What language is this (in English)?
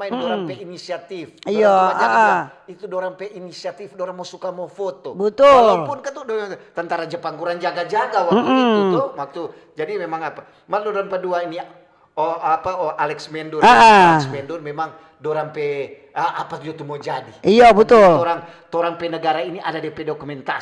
Manado Malay